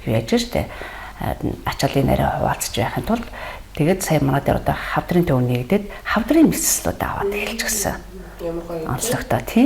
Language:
Mongolian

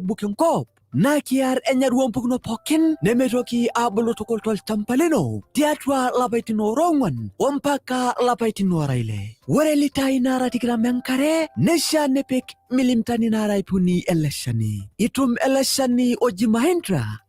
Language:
Masai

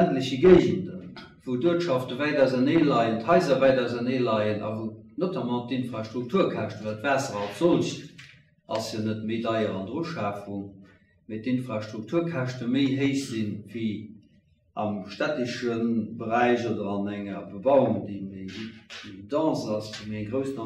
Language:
Luxembourgish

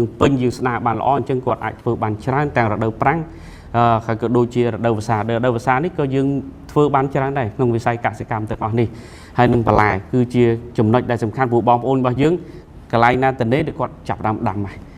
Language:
Khmer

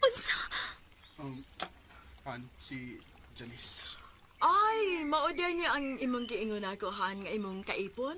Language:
Cebuano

